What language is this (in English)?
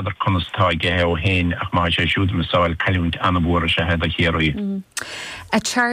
Irish